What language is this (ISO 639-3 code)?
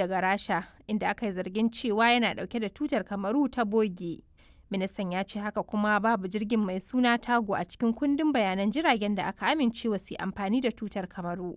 hau